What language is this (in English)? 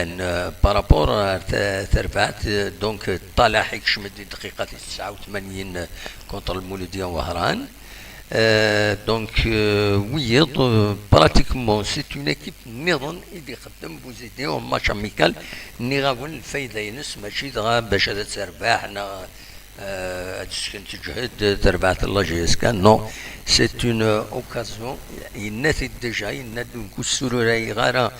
Kabyle